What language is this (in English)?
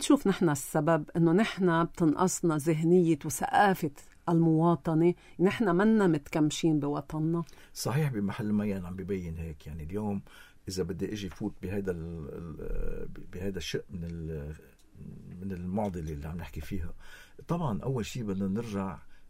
North Levantine Arabic